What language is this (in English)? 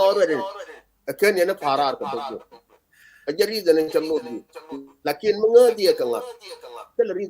Nuer